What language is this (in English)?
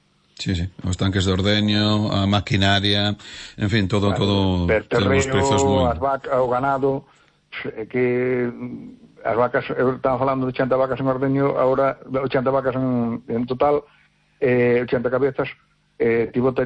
Galician